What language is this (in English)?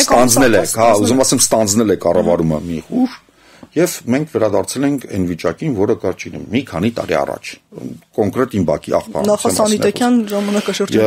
Armenian